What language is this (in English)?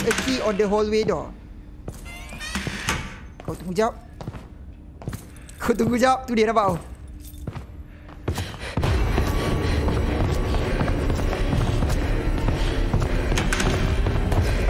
Malay